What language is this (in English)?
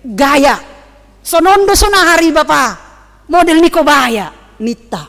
Batak Simalungun